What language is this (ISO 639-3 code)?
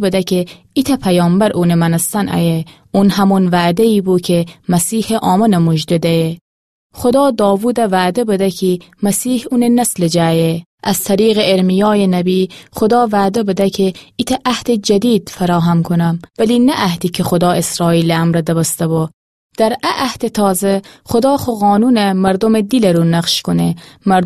glk